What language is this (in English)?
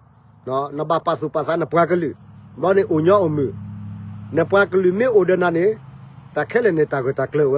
S'gaw Karen